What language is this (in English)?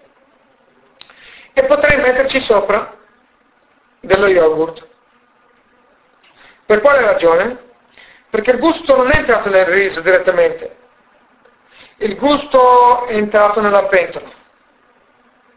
Italian